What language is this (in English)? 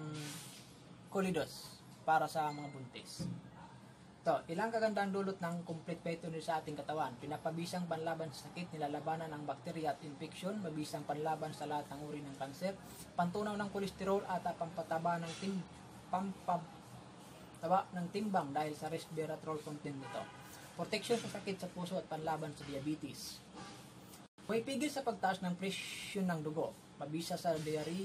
Filipino